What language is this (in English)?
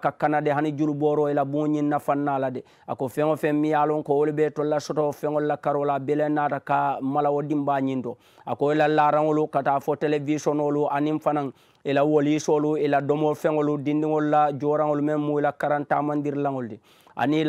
Mandingo